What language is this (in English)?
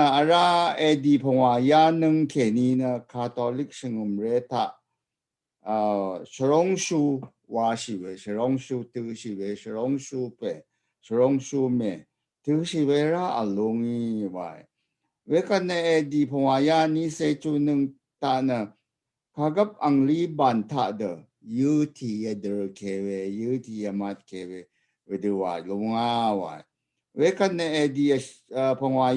Rawang